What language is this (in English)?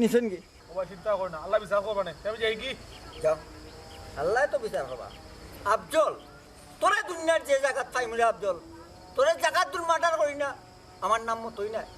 Sylheti